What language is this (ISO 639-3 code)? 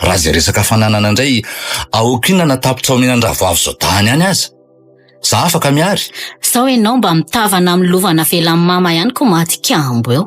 mlg